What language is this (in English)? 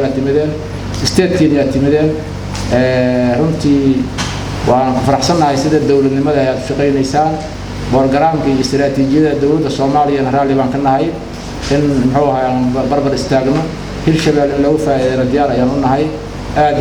Somali